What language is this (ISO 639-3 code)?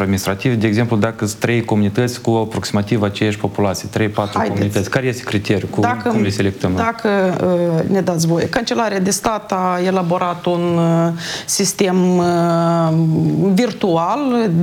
ron